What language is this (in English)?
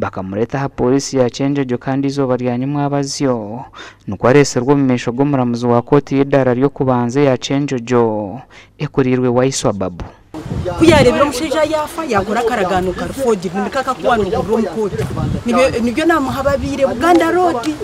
Nyankole